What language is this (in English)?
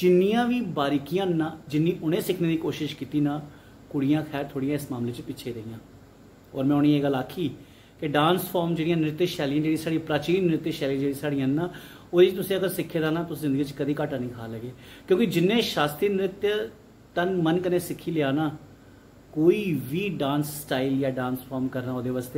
Dogri